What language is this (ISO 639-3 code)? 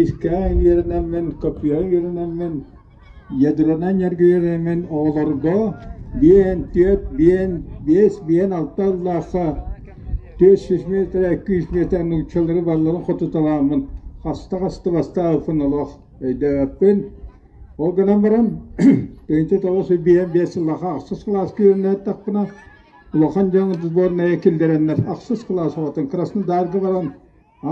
sah